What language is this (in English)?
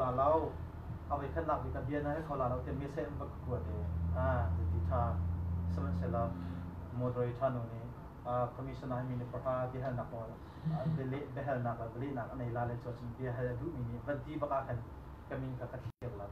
Hakha Chin